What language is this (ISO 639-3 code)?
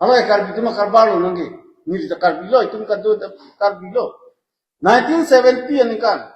mjw